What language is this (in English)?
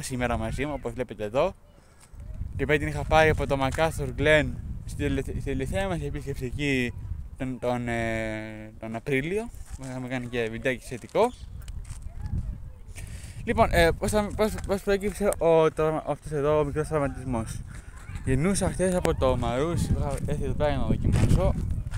Greek